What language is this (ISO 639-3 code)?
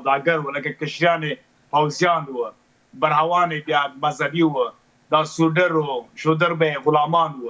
pus